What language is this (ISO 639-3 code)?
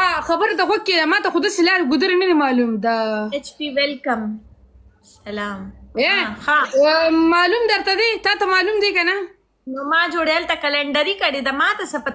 pus